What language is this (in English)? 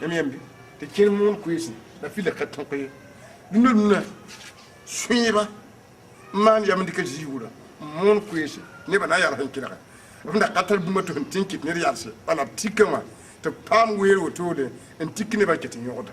Mossi